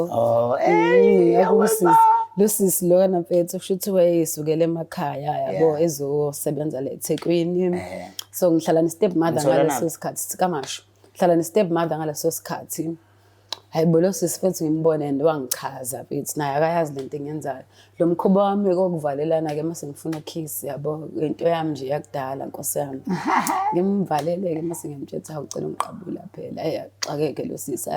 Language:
Zulu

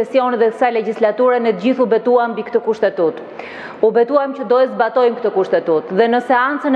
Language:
Albanian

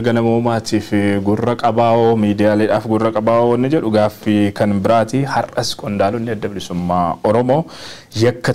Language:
Oromo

